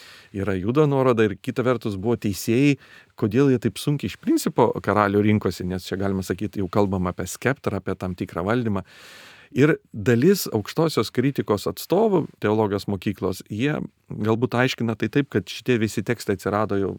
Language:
Lithuanian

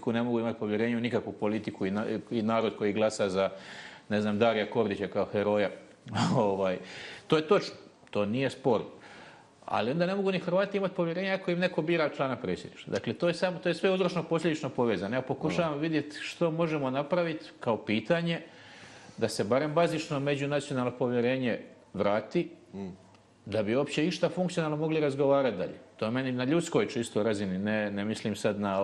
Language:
Bosnian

